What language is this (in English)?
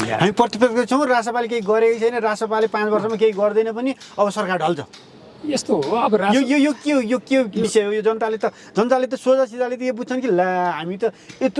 Nepali